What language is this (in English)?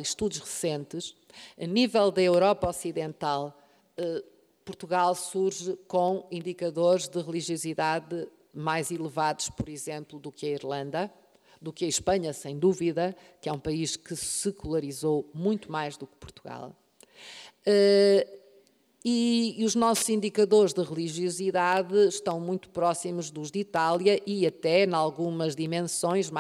Portuguese